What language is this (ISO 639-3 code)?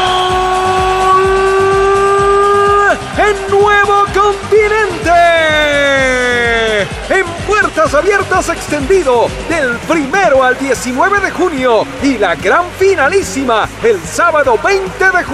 spa